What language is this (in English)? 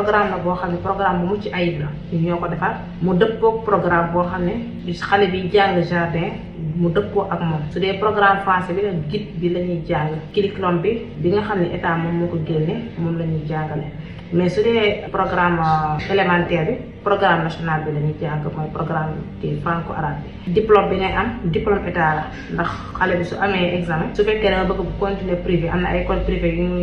Wolof